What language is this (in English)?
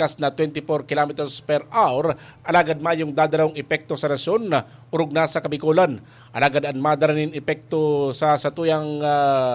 Bikol